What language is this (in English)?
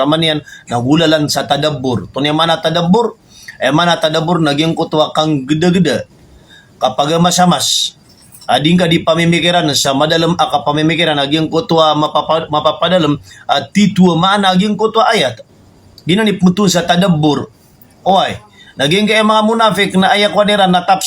Maranao